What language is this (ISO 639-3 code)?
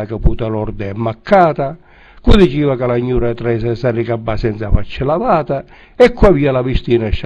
scn